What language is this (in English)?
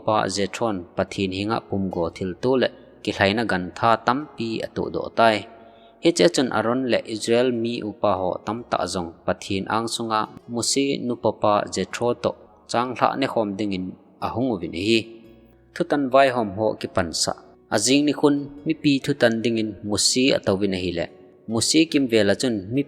Thado Chin